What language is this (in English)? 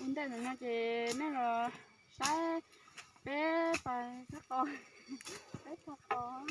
Hmong